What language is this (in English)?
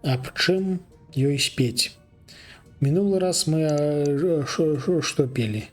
Belarusian